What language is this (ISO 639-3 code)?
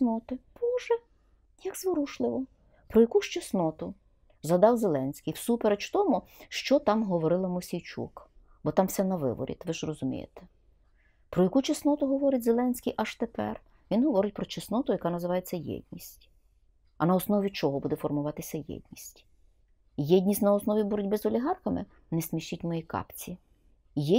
ukr